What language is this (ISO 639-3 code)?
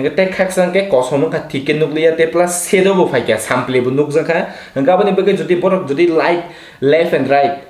trp